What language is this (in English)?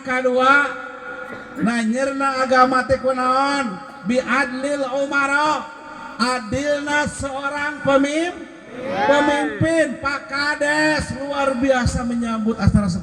Sundanese